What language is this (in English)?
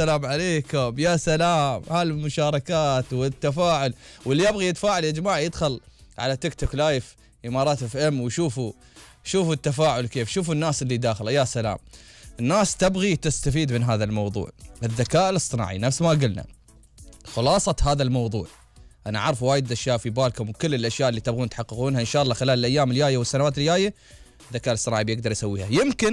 Gulf Arabic